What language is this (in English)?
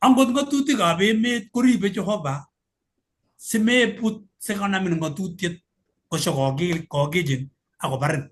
Kalenjin